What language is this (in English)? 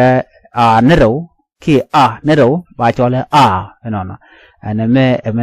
Nuer